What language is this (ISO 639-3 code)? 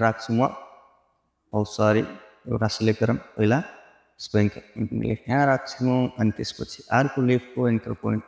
nep